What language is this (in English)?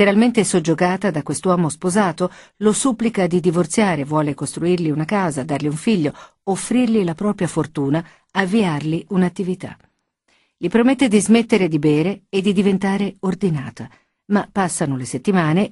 Italian